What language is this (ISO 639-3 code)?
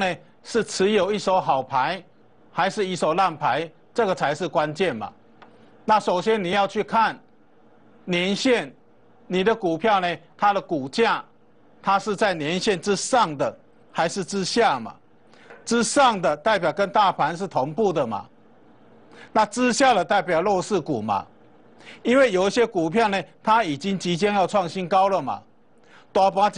zho